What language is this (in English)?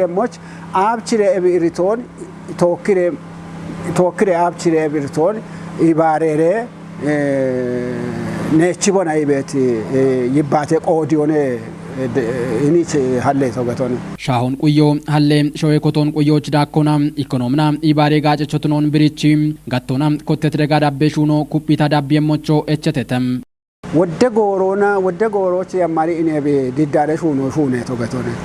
Kafa